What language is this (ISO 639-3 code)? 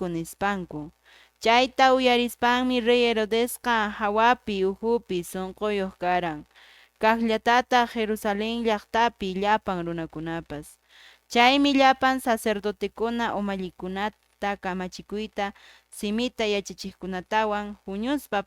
que